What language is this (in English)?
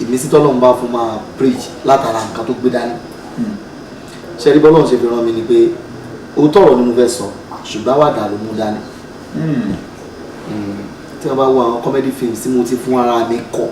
Yoruba